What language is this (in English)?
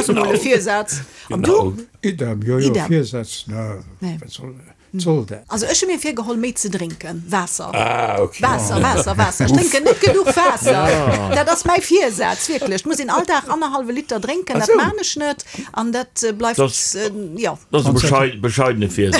Luxembourgish